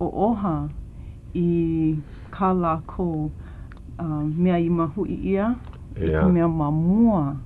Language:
Hawaiian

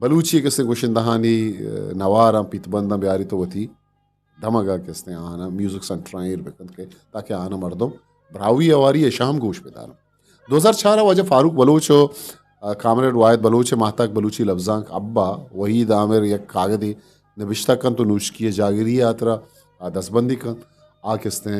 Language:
Eastern Balochi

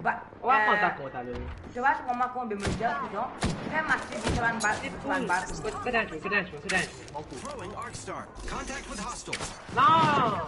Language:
Morisyen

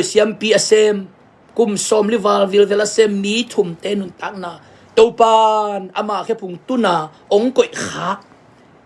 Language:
Tedim Chin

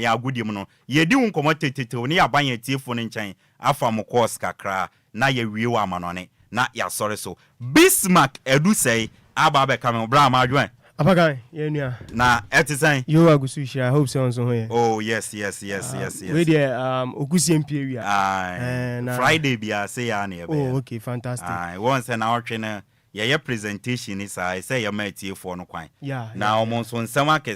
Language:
Akan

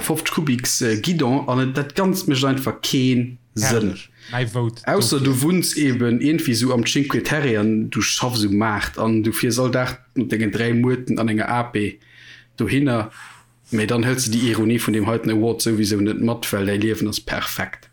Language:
Luxembourgish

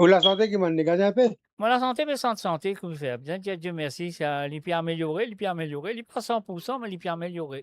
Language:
Morisyen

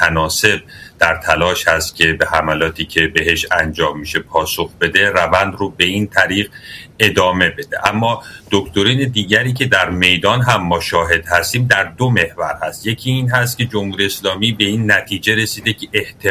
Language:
Persian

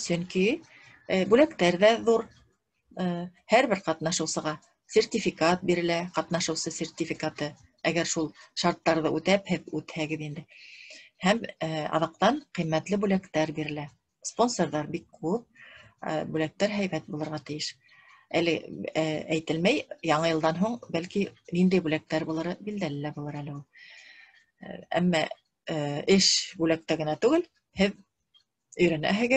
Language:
Bashkir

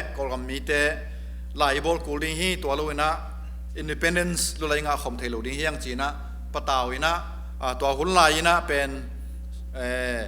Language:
Tedim Chin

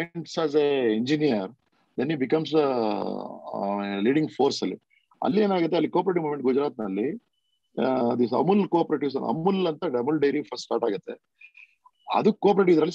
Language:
Kannada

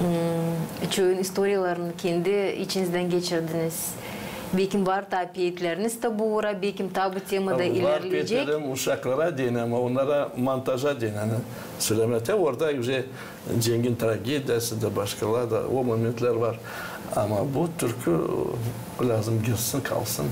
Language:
Gagauz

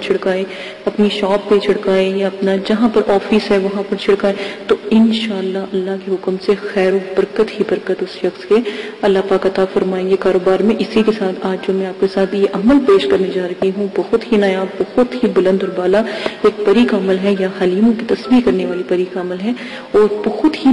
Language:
Urdu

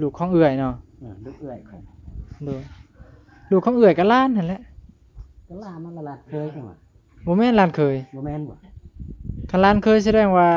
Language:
Northeastern Thai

